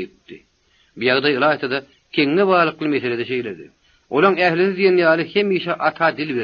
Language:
Turkmen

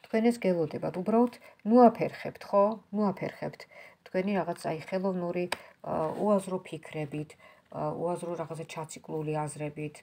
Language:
Georgian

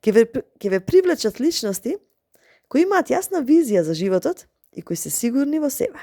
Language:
Macedonian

